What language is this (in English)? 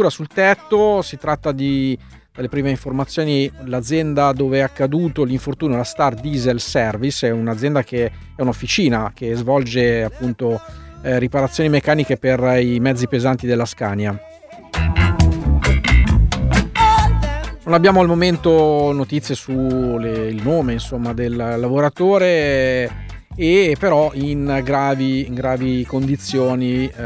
Italian